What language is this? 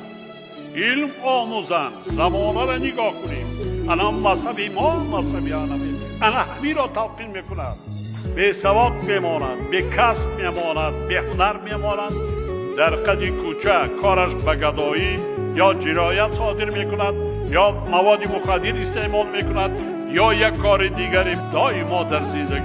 Tajik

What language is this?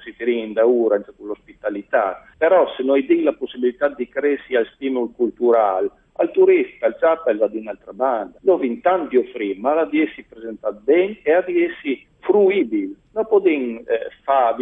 Friulian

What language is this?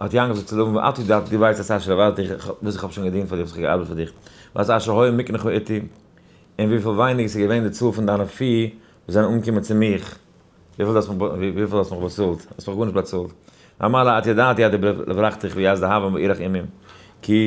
Yiddish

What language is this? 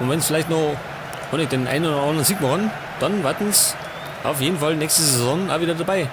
Bavarian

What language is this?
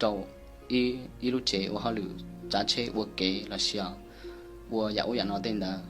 Hmong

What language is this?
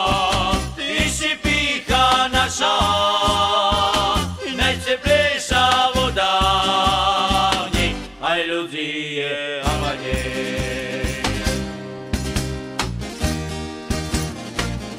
Slovak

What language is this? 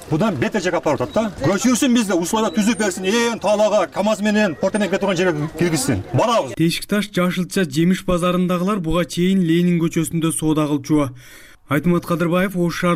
Kyrgyz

